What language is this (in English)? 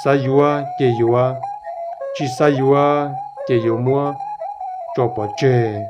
Hmong